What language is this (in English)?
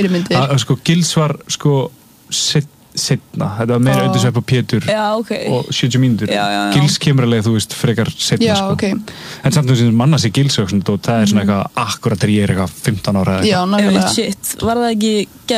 Icelandic